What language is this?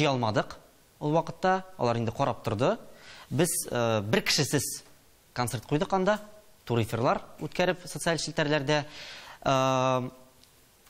Tatar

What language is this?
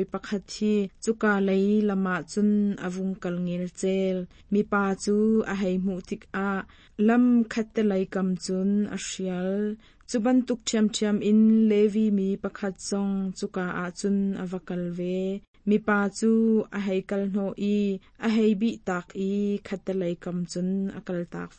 Hakha Chin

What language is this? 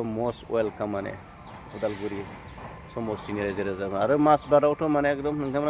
Bodo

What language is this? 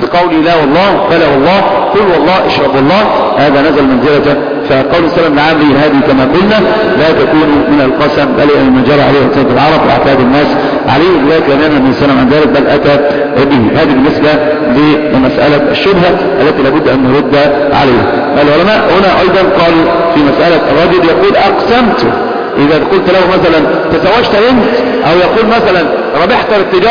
Arabic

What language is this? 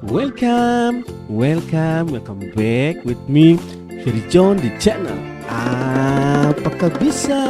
Ambonese Malay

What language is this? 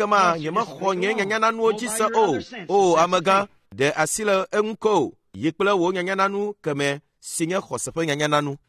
Ewe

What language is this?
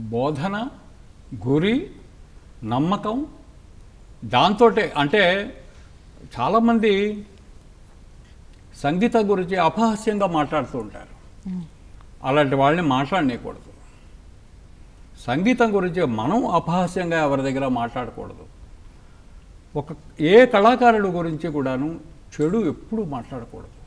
Telugu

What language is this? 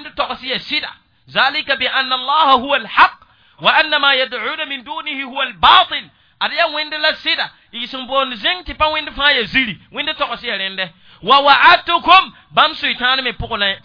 Mossi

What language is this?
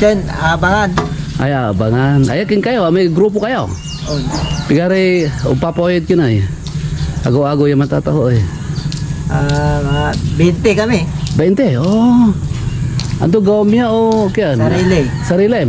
Pangasinan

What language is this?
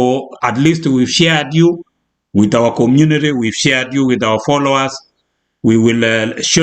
Kalenjin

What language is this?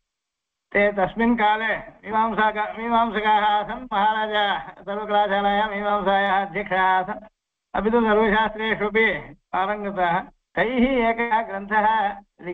Sanskrit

